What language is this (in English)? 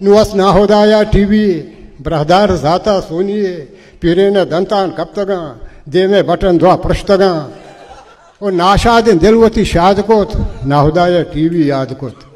Baluchi